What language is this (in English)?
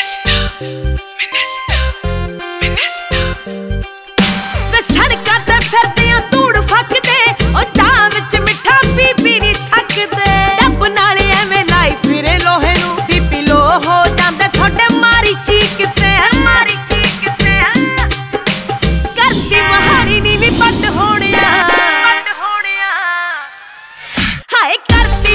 Punjabi